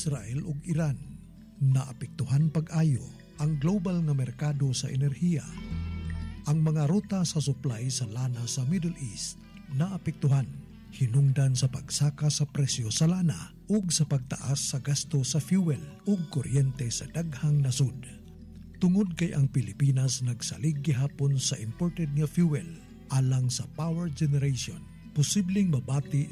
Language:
Cebuano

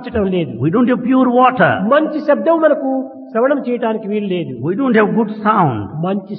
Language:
Telugu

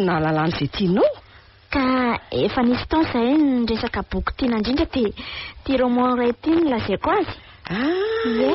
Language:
Malagasy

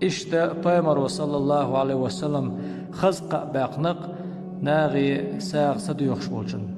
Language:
Chechen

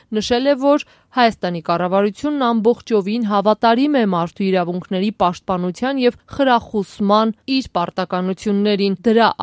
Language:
Armenian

